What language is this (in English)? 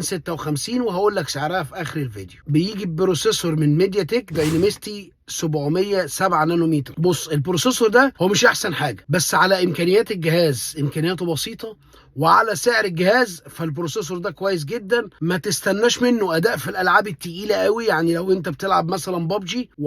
Egyptian Arabic